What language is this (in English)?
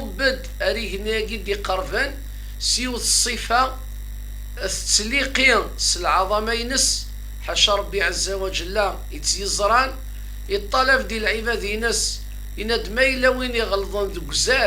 Kabyle